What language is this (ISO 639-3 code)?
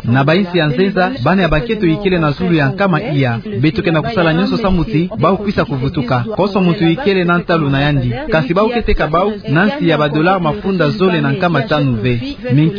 ktu